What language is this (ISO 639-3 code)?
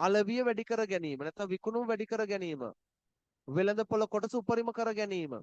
sin